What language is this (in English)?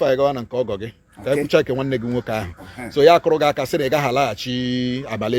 Igbo